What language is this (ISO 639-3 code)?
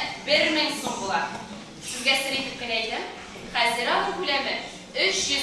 tat